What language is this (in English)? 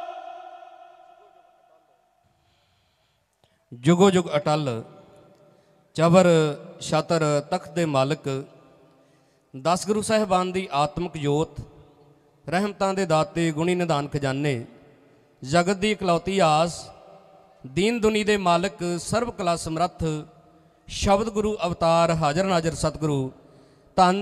Punjabi